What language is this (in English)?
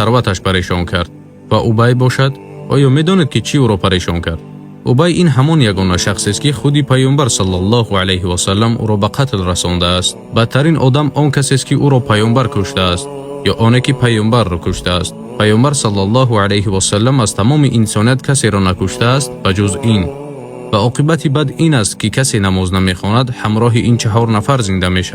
Tajik